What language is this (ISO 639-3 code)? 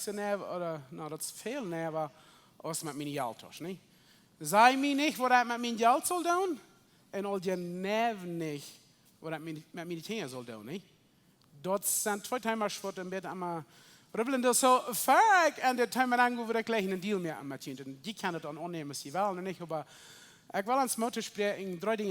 pdt